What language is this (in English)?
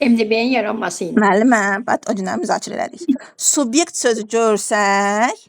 Azerbaijani